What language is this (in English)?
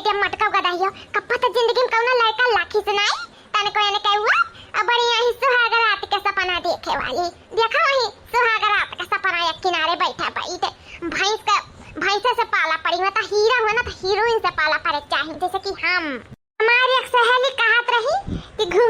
Awadhi